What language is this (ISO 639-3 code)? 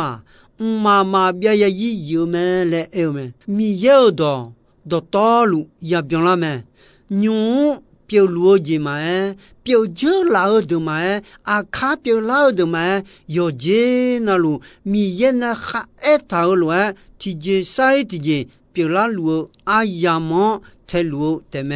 ahk